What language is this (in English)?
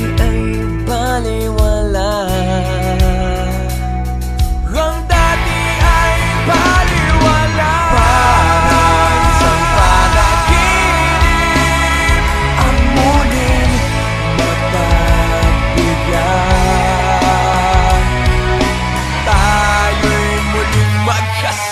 Filipino